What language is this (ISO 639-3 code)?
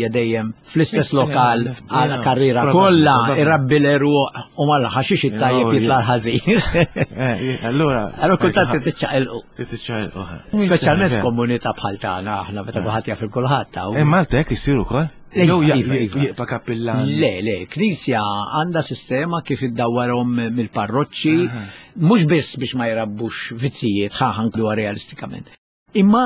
mlt